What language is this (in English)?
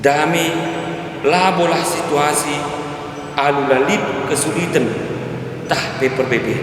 Batak Karo